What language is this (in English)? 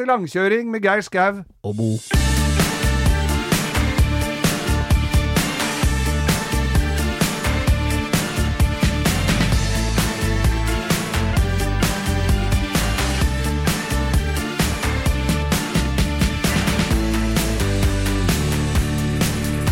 Norwegian